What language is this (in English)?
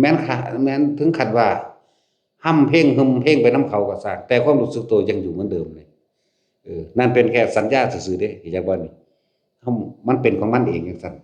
Lao